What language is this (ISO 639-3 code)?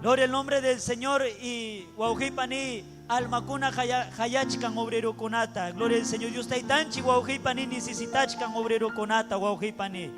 quy